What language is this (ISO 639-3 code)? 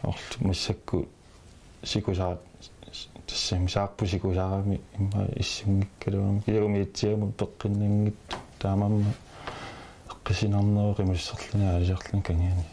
kal